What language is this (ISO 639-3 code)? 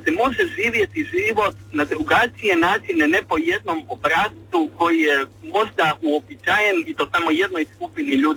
hrv